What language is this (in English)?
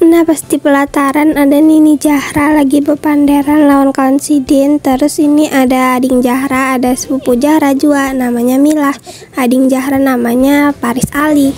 Banjar